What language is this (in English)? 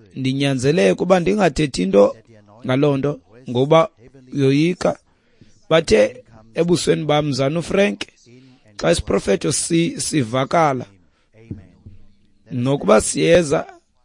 Xhosa